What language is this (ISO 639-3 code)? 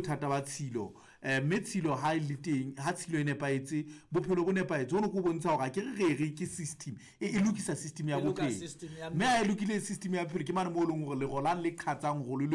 sot